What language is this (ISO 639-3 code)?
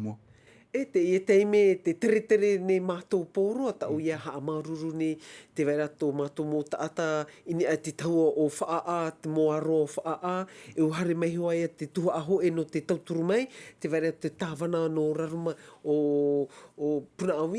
tah